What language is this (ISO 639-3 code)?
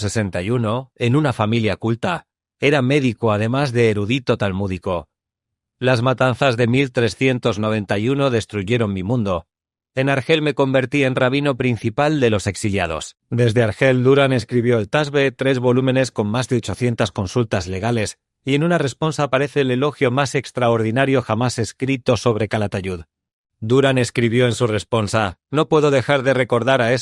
lad